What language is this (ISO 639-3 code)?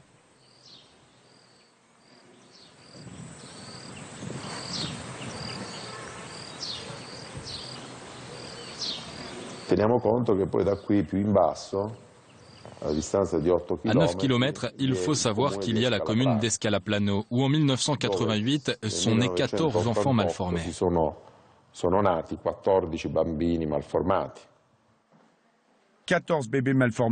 fra